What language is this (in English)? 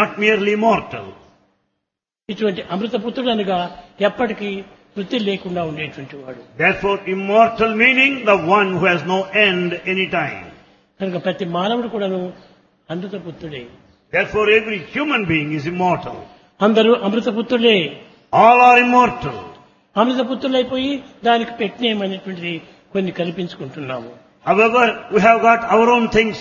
Telugu